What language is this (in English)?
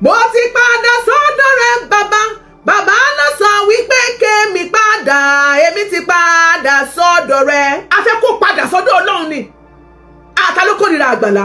Yoruba